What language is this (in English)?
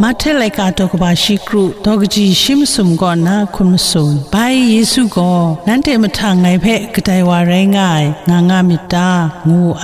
Kachin